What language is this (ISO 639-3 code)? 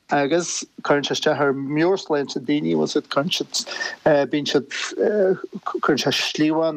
gle